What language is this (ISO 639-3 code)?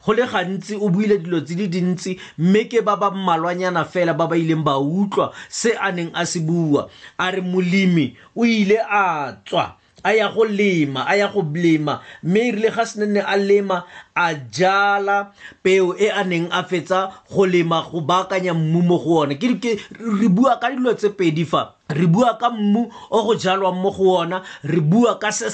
tsn